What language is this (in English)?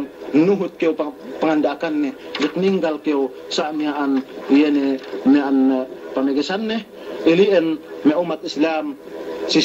Yakan